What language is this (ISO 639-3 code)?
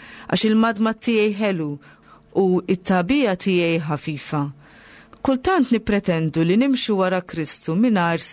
mlt